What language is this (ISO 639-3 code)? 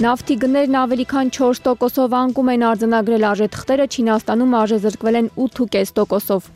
hye